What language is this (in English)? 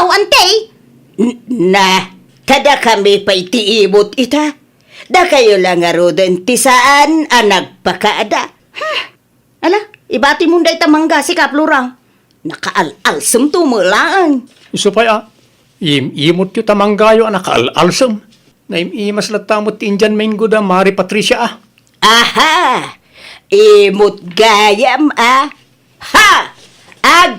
Iloko